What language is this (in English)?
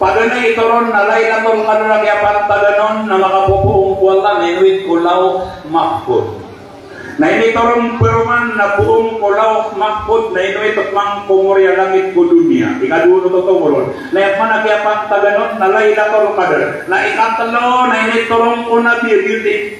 Maranao